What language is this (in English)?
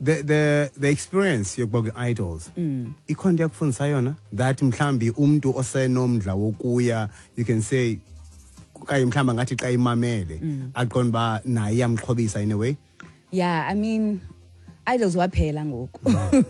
Xhosa